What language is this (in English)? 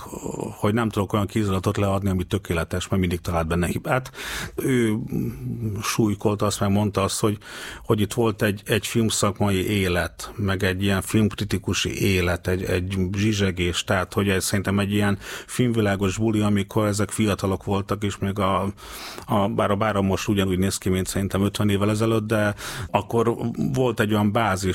Hungarian